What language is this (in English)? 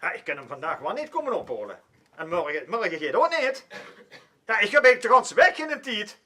Limburgish